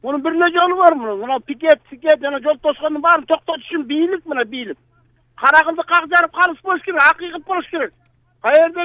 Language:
Kyrgyz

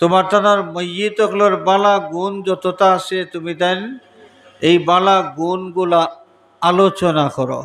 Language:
Sylheti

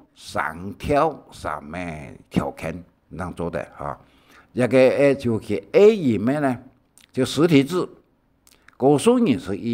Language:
Hakka Chinese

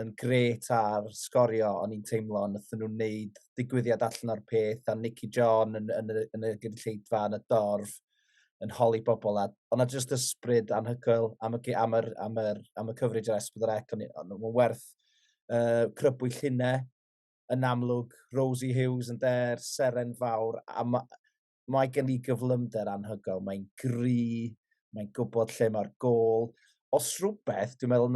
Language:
Welsh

